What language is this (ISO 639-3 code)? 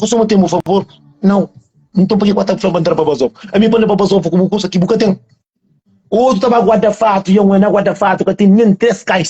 kea